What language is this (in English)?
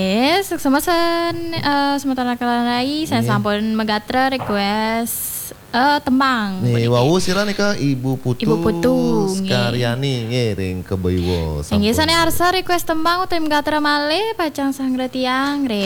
Balinese